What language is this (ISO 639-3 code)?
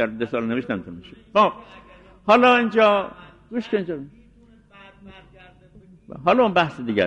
fas